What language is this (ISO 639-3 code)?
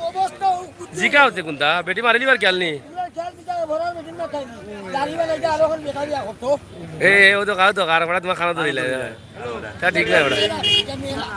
syl